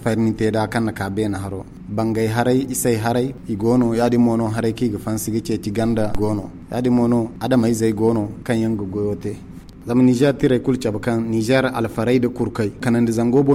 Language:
Zarma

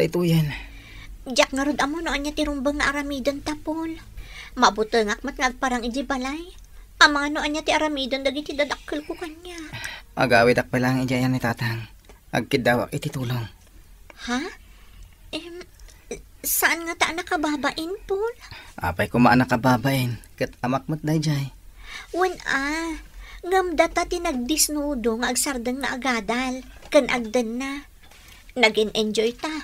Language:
Iloko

